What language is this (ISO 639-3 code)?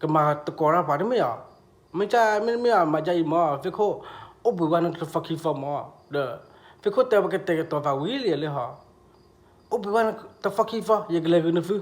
ksw